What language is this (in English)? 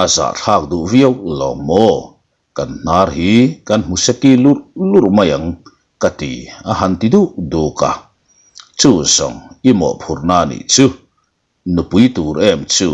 Mizo